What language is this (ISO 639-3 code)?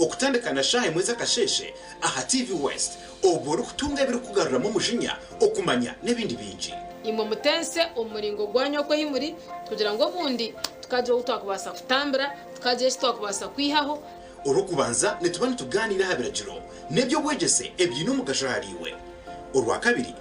nyn